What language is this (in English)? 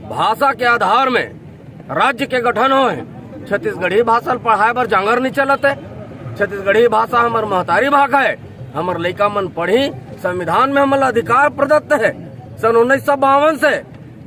Chhattisgarhi